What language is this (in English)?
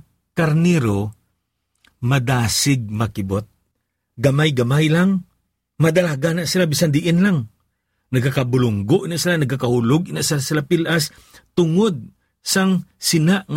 Hiligaynon